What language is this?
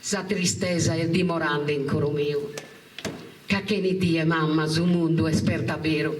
Sardinian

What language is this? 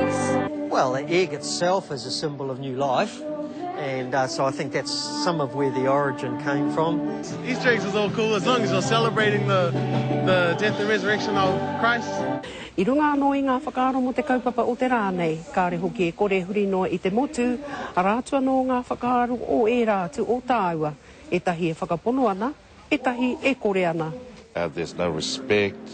Māori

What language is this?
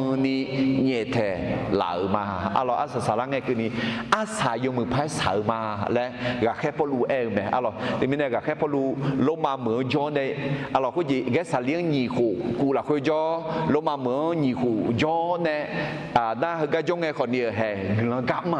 Akha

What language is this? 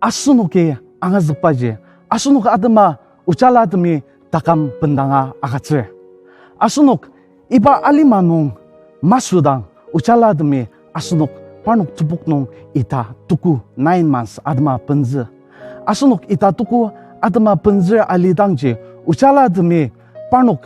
Ao Naga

